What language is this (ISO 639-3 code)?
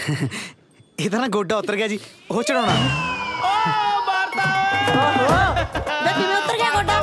pan